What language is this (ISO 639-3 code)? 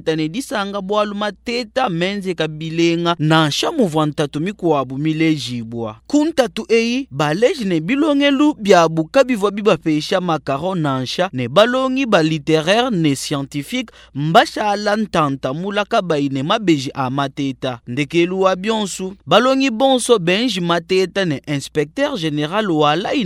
lua